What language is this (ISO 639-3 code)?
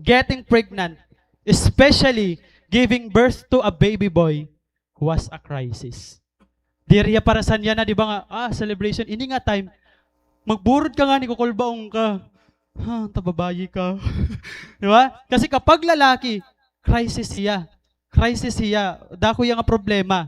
war